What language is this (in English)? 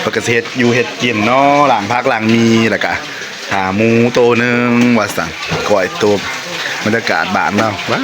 Northeastern Thai